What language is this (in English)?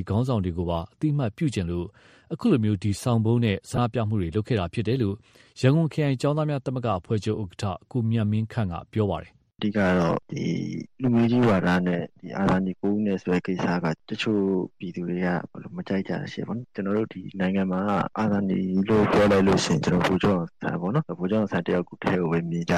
Burmese